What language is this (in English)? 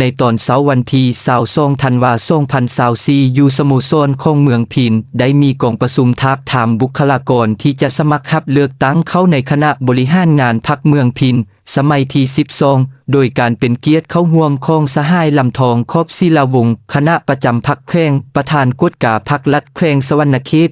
Lao